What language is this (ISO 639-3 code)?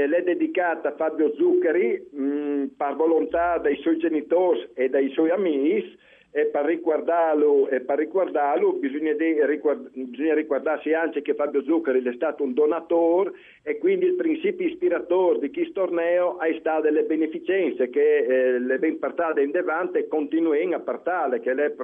fur